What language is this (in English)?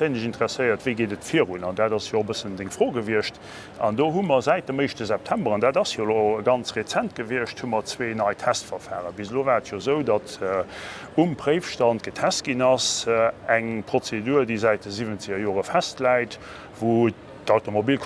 Luxembourgish